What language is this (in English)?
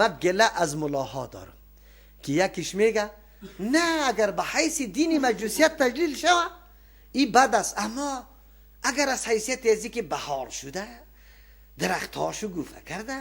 Persian